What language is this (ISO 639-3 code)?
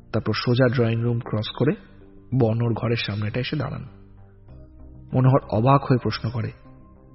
ben